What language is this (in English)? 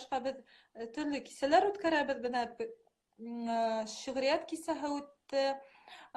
Bashkir